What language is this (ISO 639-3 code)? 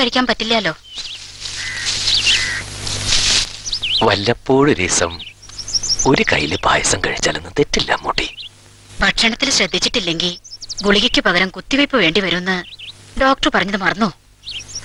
mal